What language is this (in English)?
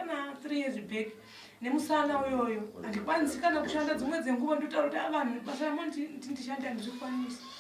Shona